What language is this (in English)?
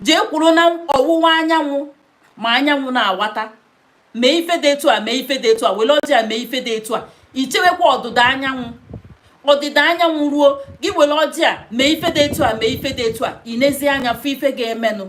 Igbo